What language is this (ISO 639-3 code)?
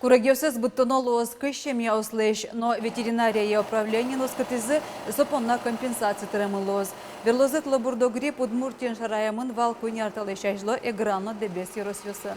udm